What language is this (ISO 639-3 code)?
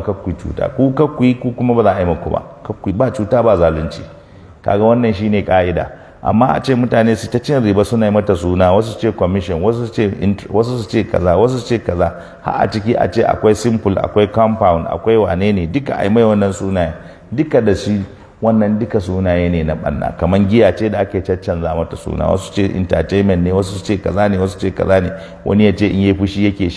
hau